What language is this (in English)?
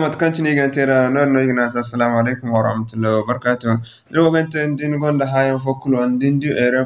Zarma